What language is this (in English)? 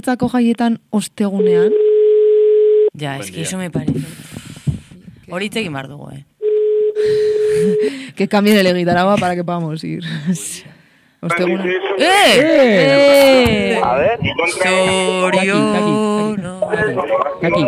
Basque